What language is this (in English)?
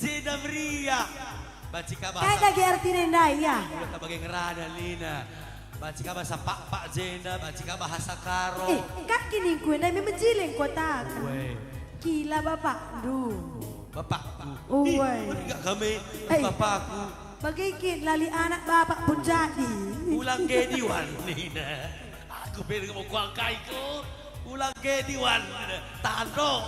Batak Karo